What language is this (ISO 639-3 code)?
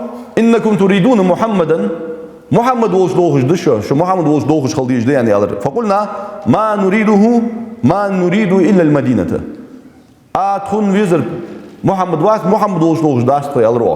inh